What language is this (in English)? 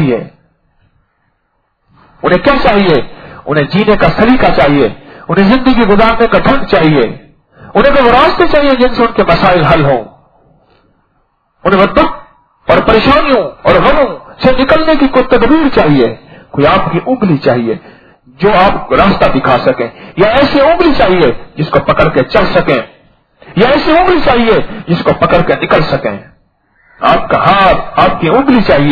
Urdu